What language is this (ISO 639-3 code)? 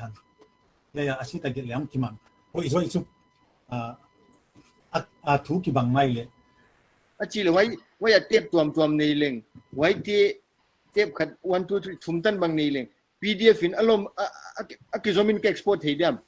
pck